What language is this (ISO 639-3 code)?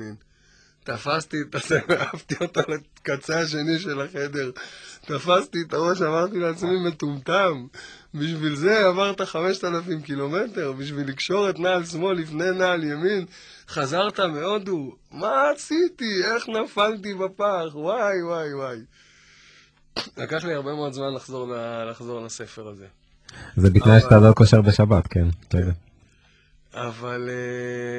heb